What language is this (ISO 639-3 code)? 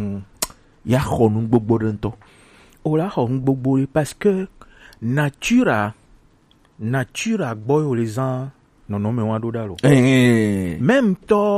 gej